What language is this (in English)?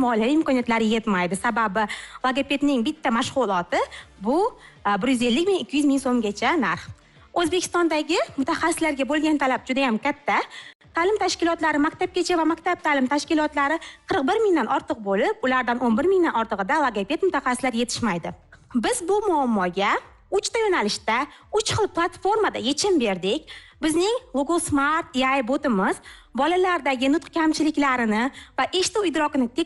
Uzbek